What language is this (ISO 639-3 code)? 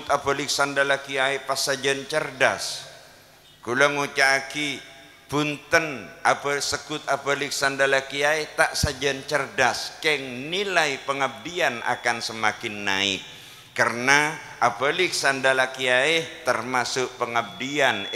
mad